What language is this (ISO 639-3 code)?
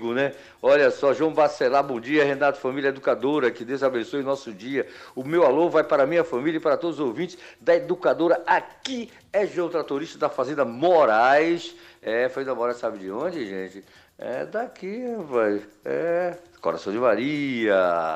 por